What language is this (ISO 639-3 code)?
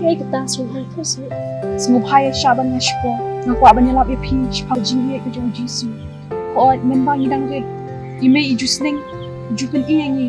kha